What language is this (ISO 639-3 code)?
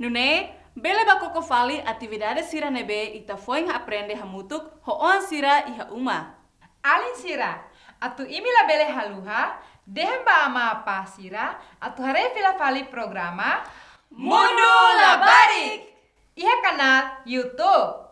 tet